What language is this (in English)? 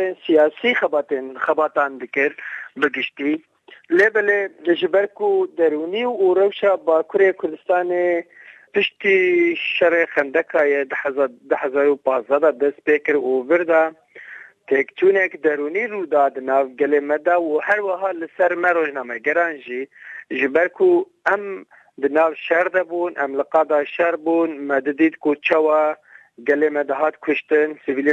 Kurdish